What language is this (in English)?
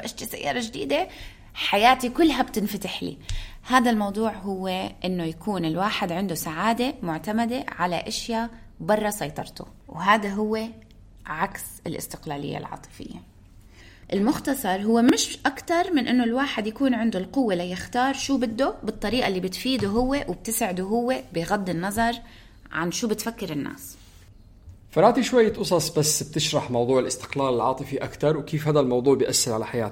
North Levantine Arabic